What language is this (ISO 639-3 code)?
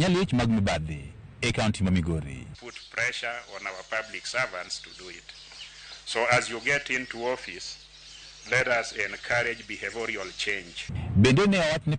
luo